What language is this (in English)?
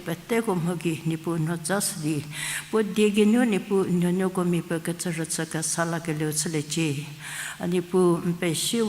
Angami Naga